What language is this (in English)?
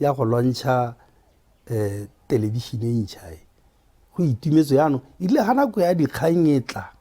Tswana